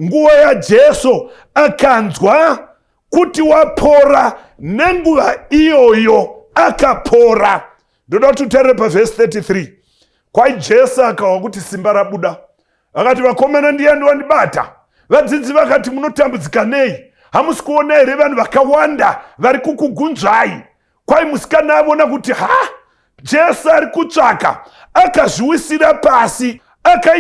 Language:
Shona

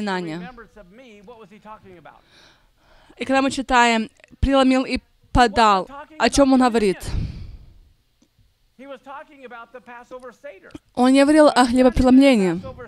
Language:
Russian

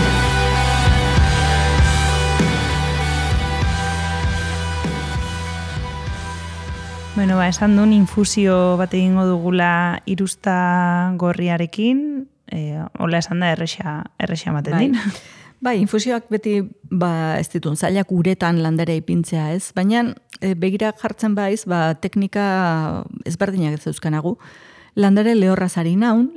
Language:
Basque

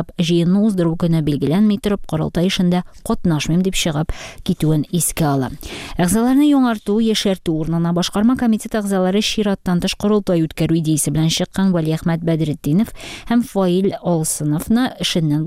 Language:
Tatar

